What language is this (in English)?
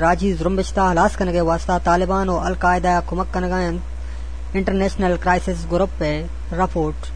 Eastern Balochi